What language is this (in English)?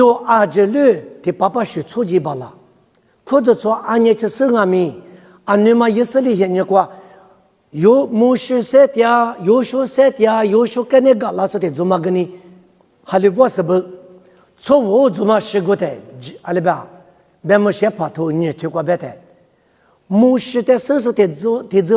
Lisu